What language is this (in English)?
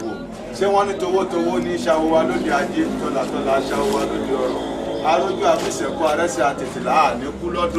Yoruba